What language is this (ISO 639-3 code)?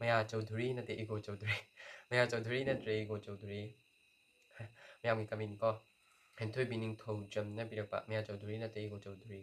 mni